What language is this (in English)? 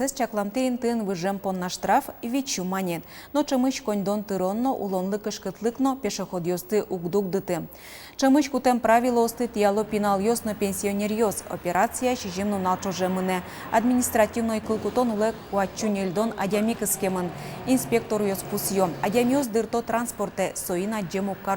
Udmurt